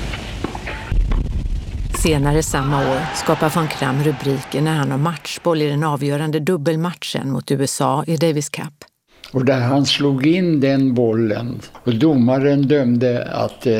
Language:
Swedish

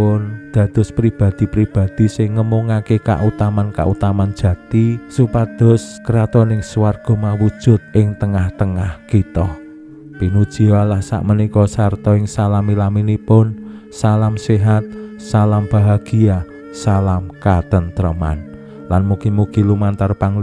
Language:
Javanese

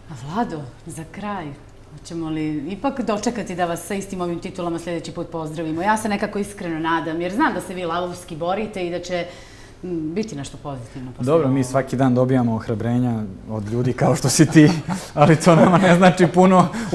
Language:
Bosnian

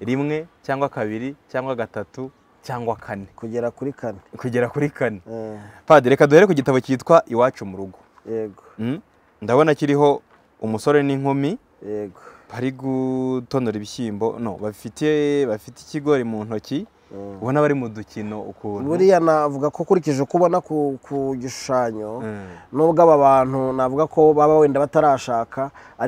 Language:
Kinyarwanda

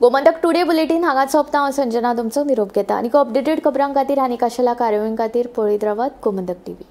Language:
Konkani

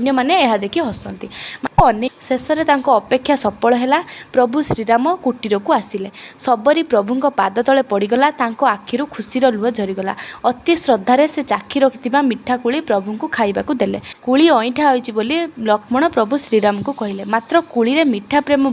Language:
Odia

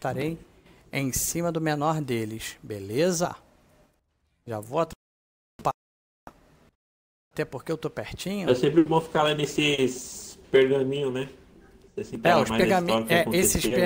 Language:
Portuguese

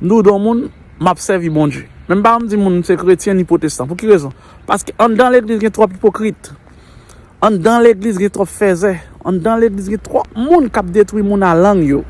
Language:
Haitian Creole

